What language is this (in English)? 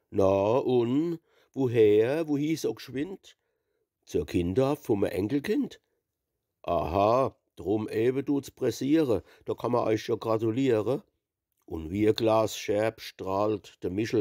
Palatine German